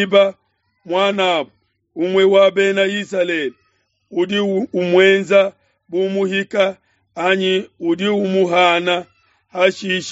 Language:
Luba-Lulua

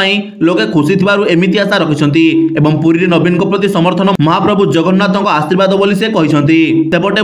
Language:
Odia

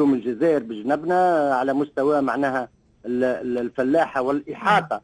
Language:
Tunisian Arabic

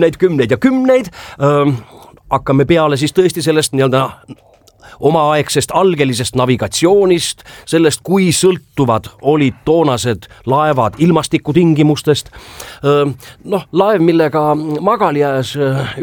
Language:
Estonian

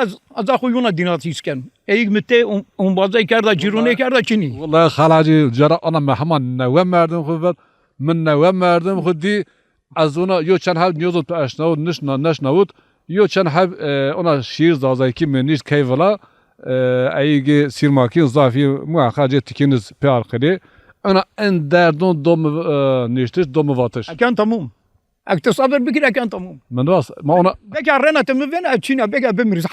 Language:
Zaza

